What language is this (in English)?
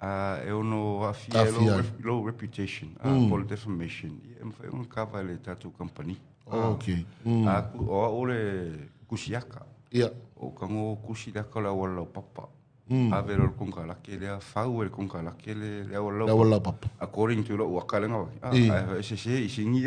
Samoan